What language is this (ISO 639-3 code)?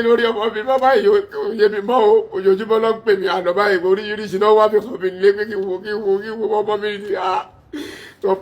yor